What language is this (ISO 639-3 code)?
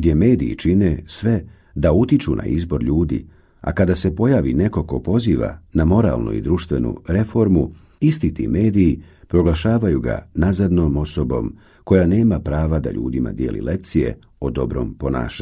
bos